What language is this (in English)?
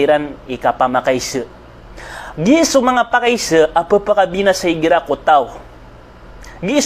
Maranao